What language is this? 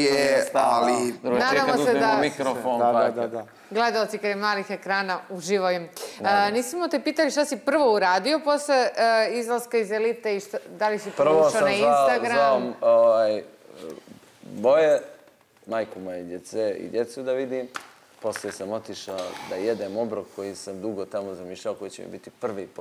Serbian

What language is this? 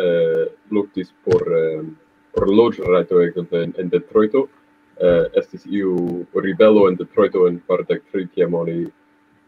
Esperanto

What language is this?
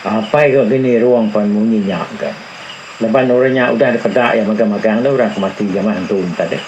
Iban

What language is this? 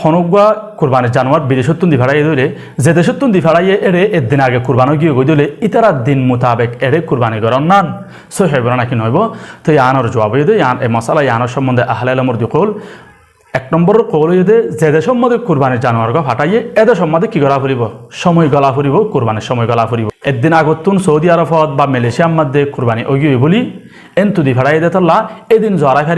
Rohingya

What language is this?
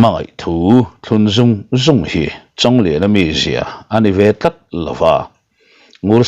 Mizo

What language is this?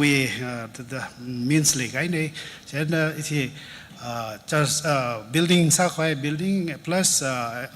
Tangkhul Naga (India)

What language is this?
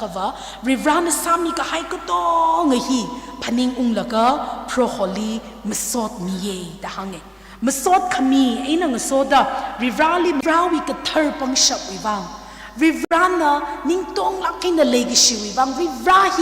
Tangkhul Naga (India)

